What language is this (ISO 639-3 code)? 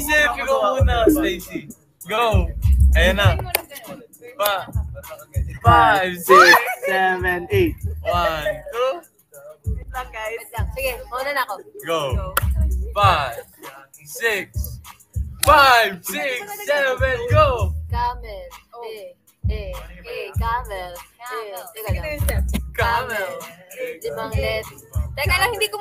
fil